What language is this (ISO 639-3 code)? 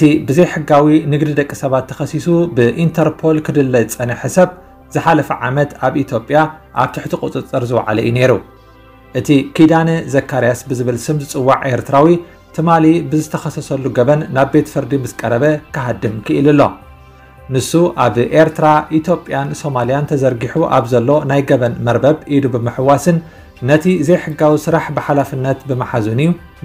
tir